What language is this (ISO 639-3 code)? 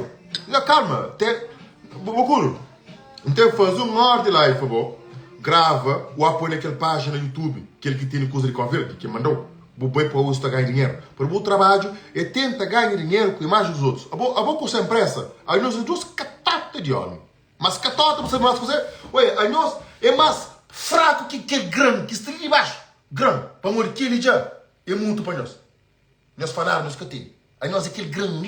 kea